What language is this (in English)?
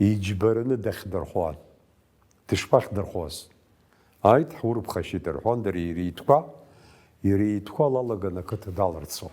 Abkhazian